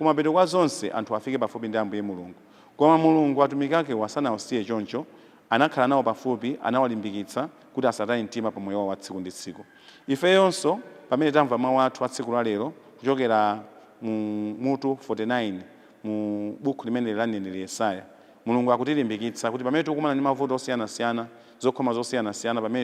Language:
Nyanja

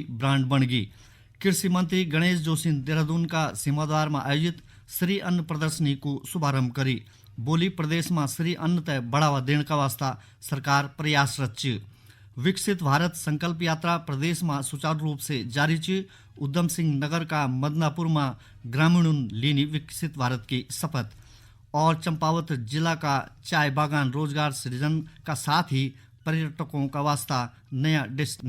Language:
Garhwali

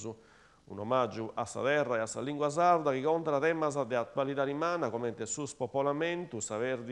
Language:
Sardinian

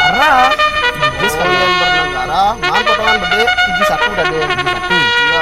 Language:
Balinese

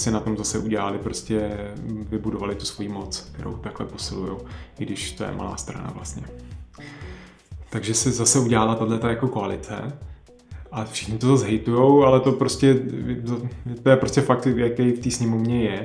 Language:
Czech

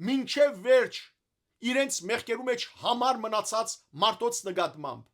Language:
Western Armenian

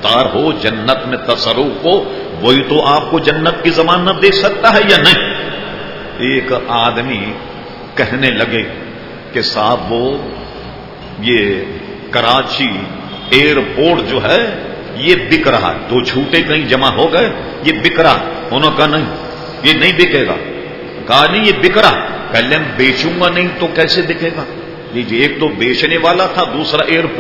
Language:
Urdu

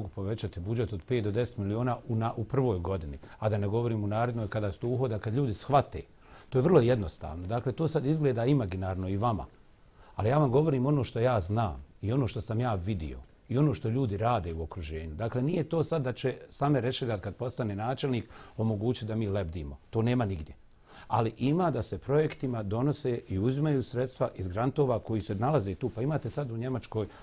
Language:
Bosnian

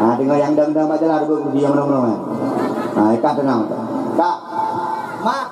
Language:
Achinese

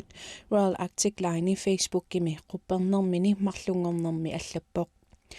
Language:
Kalaallisut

